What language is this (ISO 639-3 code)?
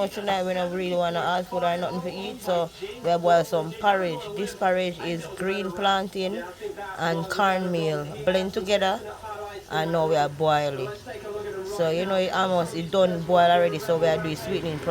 jam